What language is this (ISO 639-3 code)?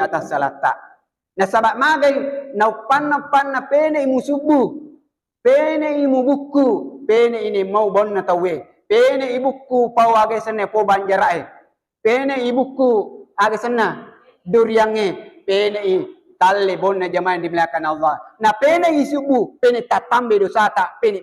bug